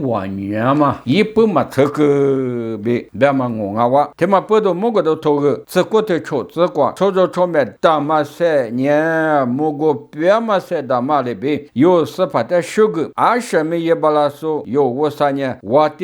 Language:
Lisu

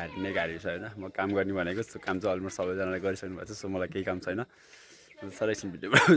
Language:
Nepali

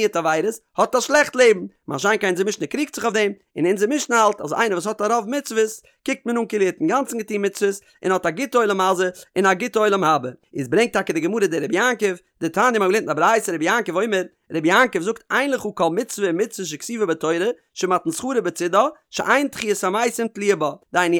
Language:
Yiddish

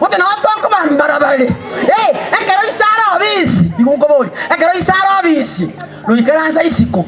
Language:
Gusii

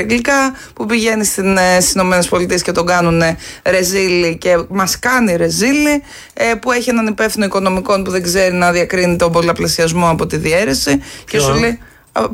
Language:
Greek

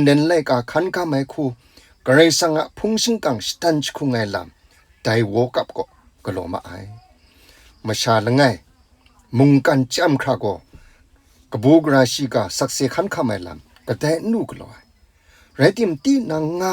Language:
Kachin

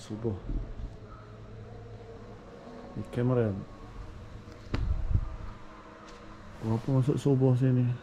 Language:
Malay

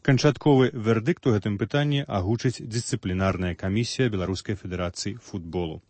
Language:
Belarusian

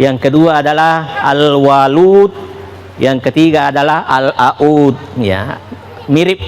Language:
Buginese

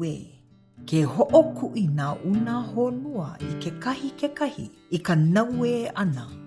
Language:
Hawaiian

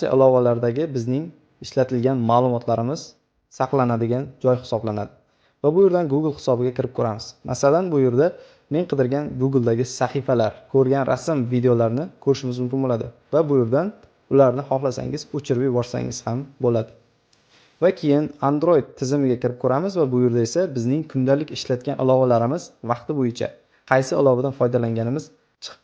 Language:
Uzbek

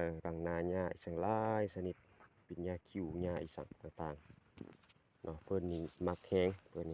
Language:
Lao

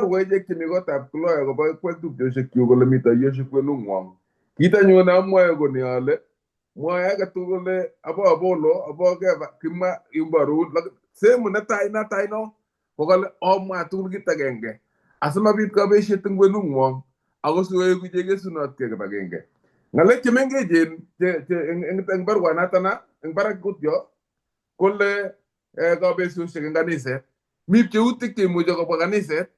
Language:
Kalenjin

